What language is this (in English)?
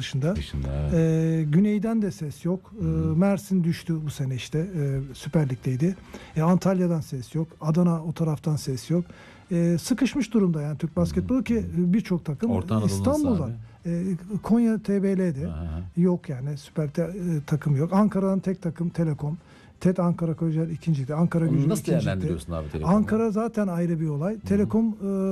Turkish